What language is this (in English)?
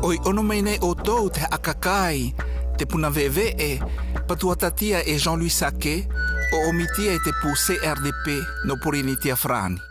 South Marquesan